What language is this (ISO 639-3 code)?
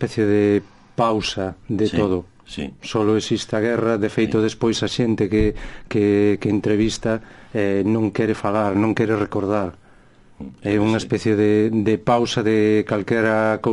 glg